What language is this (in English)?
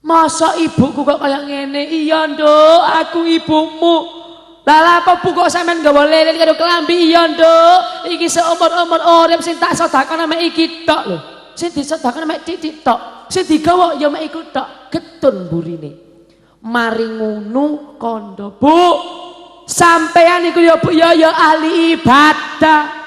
Javanese